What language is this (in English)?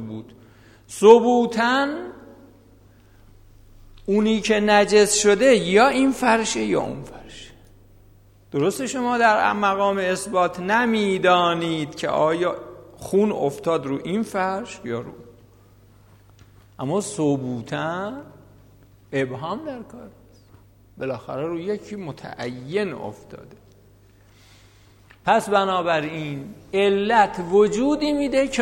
Persian